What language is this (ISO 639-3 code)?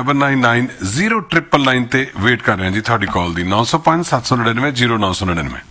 pan